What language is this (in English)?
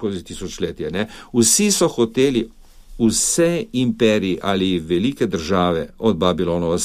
Slovenian